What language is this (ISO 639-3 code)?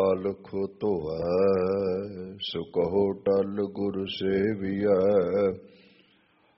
pan